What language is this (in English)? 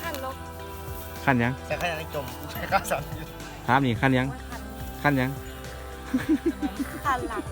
Lao